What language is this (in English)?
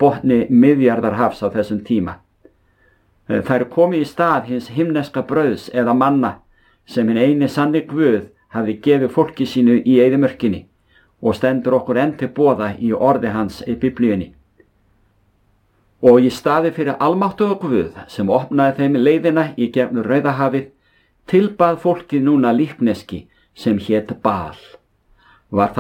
Icelandic